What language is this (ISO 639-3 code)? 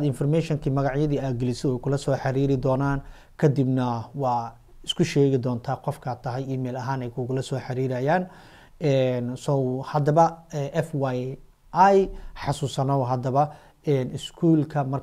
som